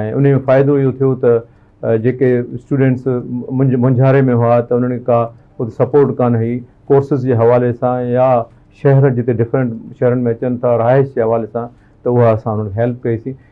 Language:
Sindhi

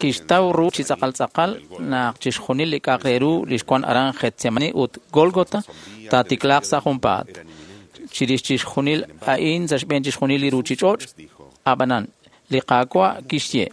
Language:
Kekchí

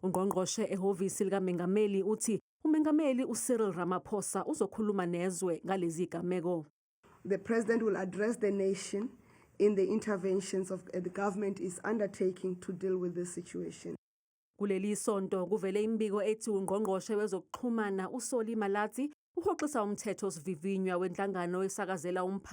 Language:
Zulu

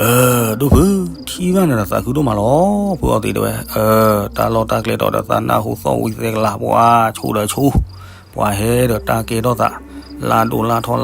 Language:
S'gaw Karen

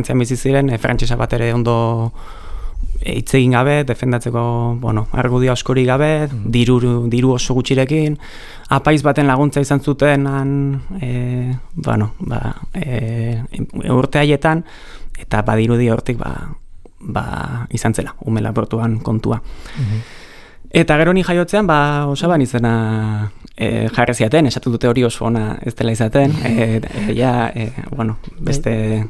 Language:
Basque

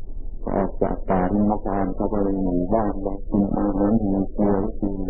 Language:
Thai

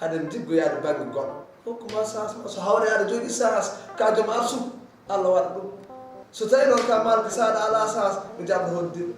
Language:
Fula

